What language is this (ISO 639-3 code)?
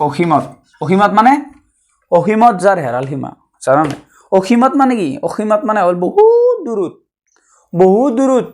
asm